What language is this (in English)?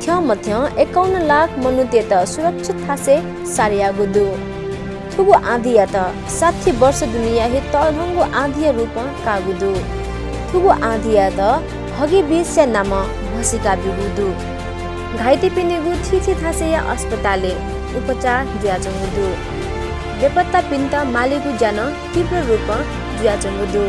Newari